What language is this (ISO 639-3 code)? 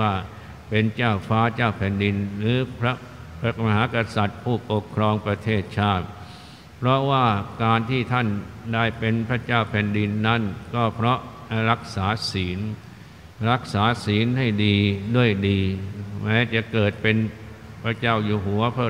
tha